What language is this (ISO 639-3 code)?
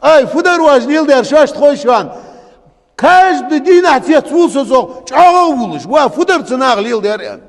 inh